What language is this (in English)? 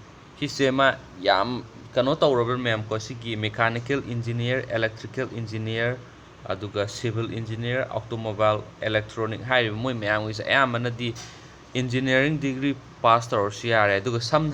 Manipuri